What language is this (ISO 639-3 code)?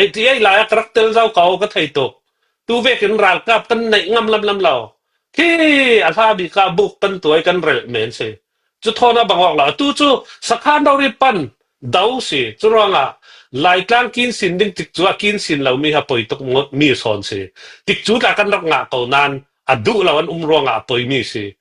cfm